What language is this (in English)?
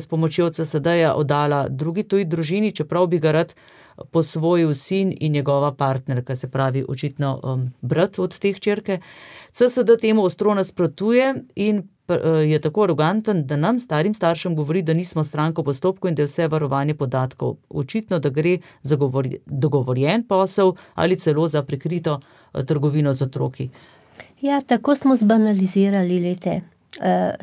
Slovenian